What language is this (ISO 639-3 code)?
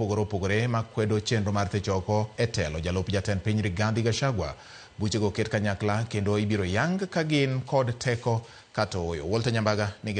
luo